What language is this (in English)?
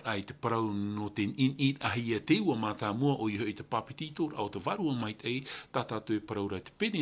Tahitian